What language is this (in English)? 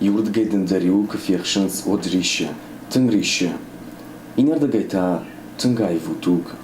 Ossetic